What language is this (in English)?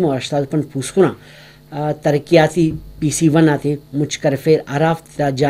Brahui